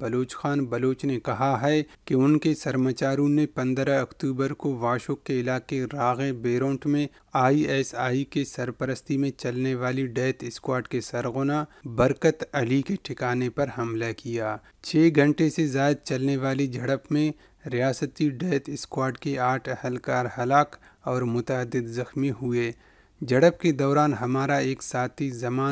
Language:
Urdu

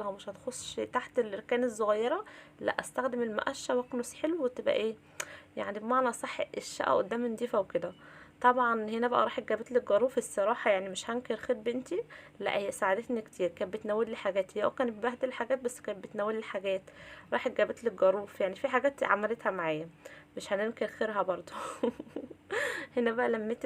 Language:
Egyptian Arabic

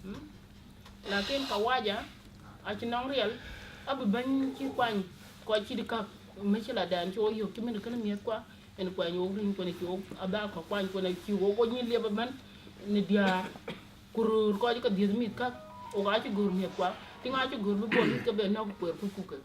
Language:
Dinka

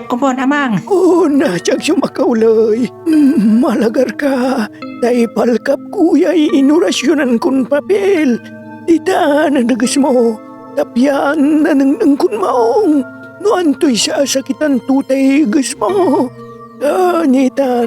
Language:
Pangasinan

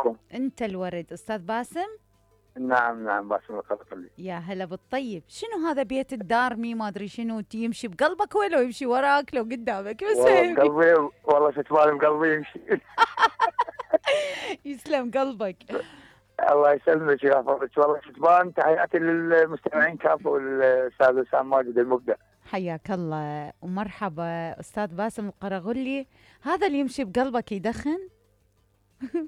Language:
Mesopotamian Arabic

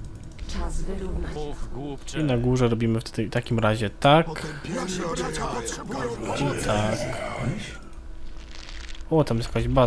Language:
Polish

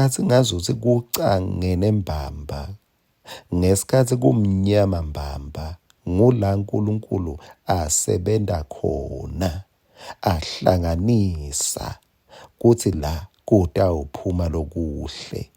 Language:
Swati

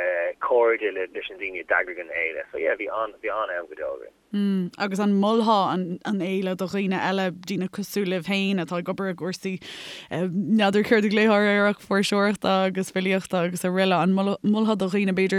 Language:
Irish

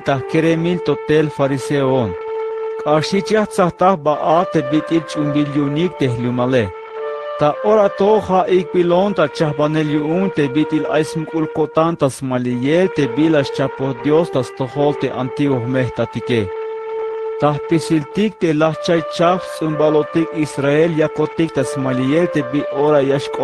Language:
Tzeltal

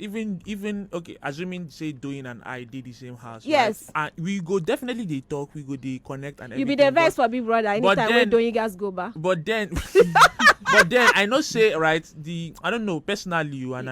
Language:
Nigerian Pidgin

